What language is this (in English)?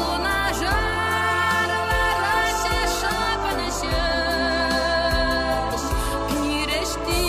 Chuvash